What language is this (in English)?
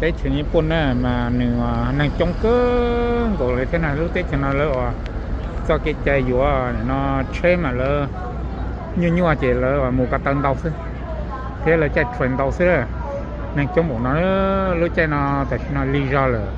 Hmong